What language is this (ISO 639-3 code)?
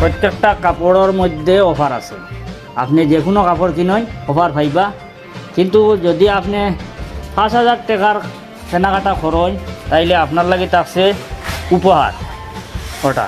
syl